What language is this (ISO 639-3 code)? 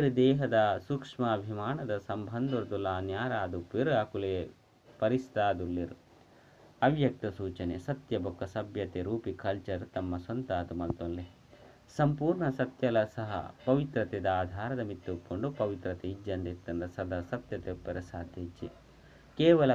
tcy